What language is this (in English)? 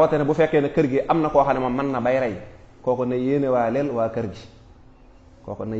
Wolof